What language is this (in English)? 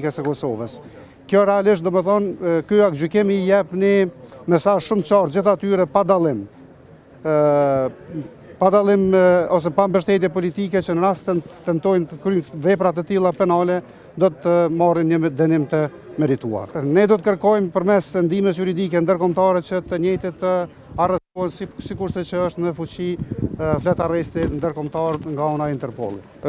Albanian